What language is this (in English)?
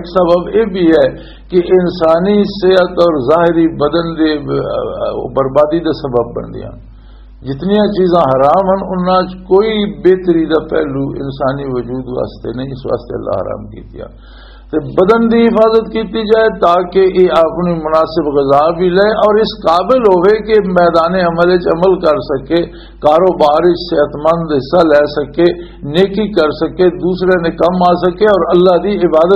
Western Panjabi